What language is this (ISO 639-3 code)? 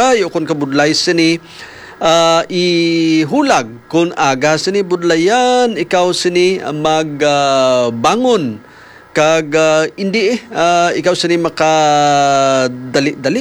hil